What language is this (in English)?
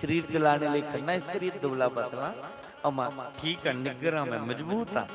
Dogri